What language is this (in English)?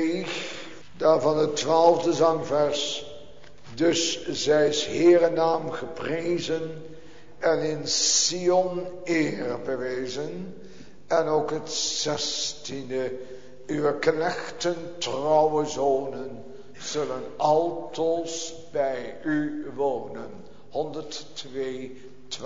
Dutch